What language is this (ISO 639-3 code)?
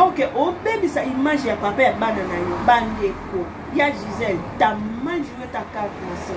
lin